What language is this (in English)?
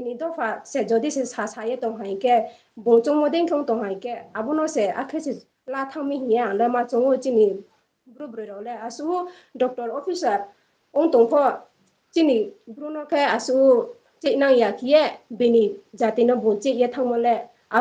Riang (India)